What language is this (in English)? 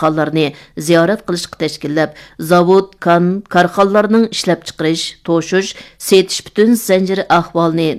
Uyghur